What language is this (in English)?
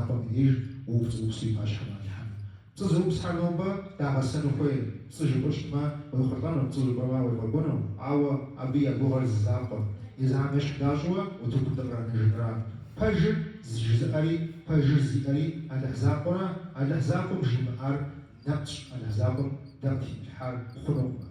Kabardian